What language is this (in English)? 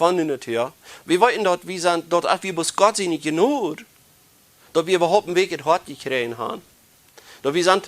Plautdietsch